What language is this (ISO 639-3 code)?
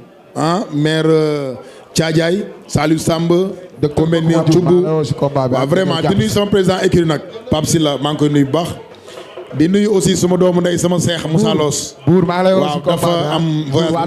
wol